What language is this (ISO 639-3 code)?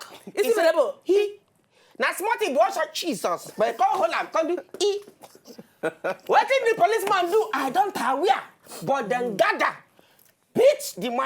pcm